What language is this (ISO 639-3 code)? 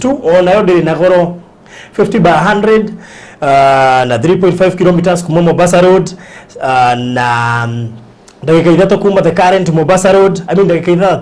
kik